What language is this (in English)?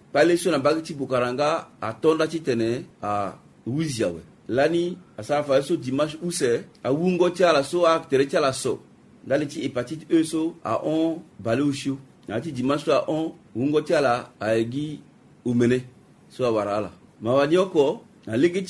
Sango